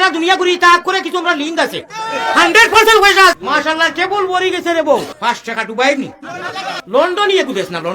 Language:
Sylheti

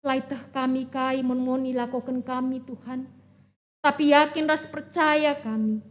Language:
Batak Karo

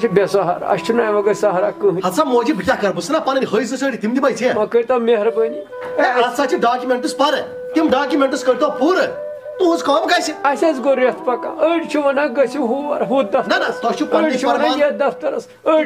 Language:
Kashmiri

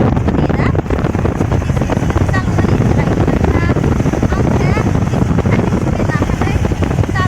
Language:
Kok Borok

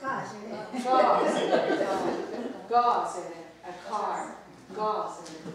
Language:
Mohawk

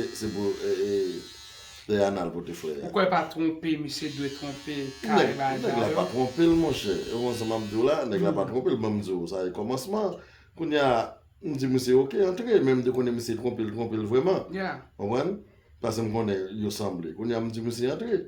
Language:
Haitian Creole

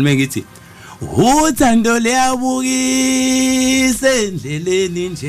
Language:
Zulu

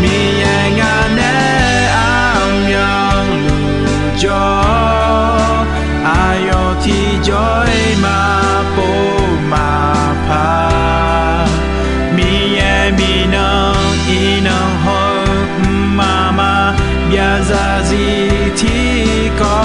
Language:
Akha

